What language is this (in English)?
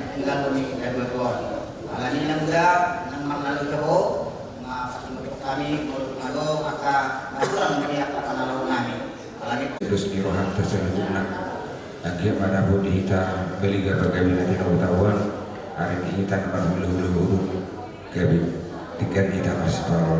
Batak Toba